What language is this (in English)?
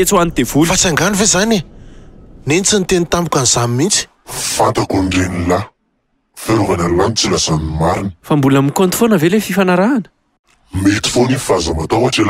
Malagasy